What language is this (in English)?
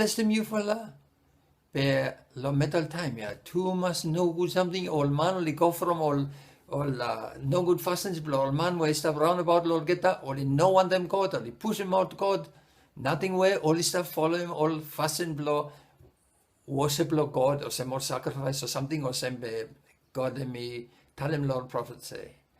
Bislama